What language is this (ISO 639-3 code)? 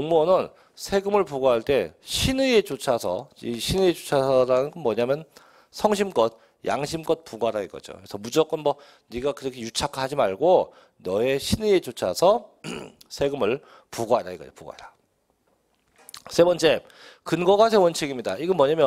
kor